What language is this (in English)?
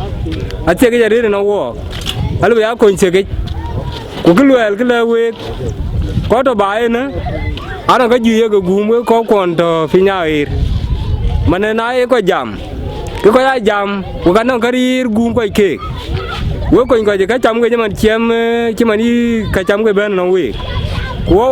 Dinka